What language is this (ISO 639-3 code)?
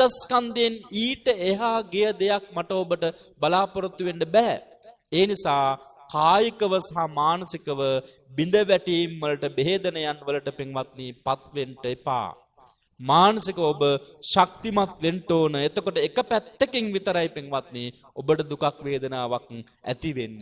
sin